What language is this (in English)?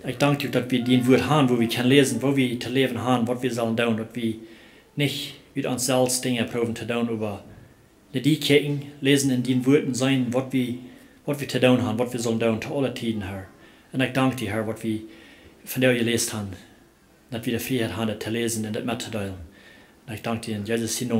Plautdietsch